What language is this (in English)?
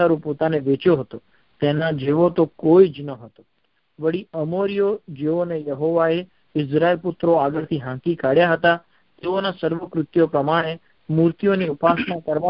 Gujarati